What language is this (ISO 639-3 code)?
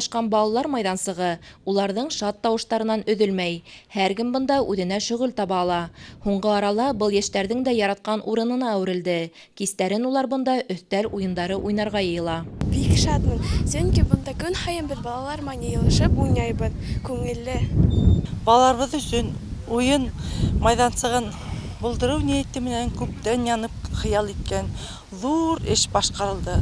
bak